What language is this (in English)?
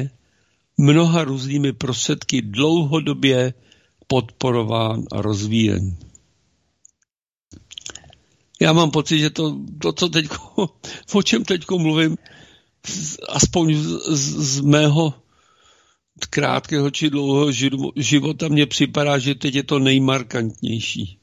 Czech